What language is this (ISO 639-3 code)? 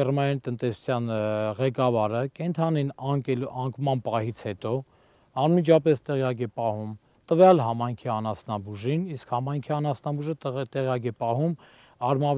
hye